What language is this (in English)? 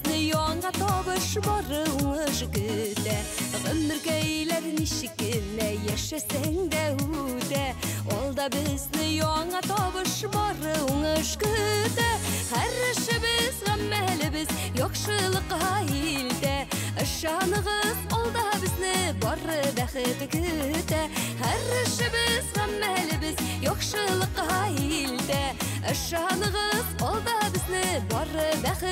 Tatar